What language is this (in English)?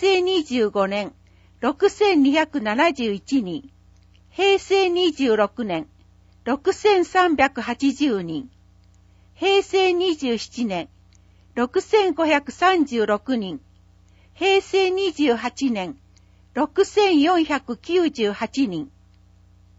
Japanese